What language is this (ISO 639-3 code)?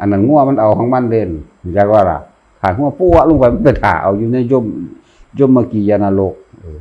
tts